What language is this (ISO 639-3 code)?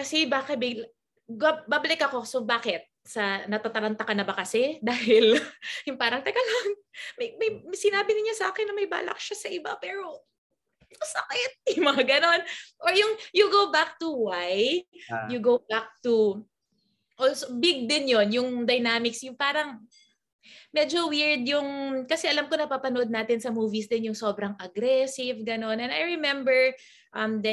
fil